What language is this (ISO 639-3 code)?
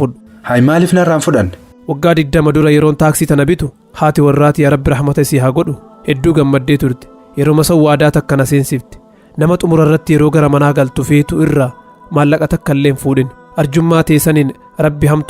orm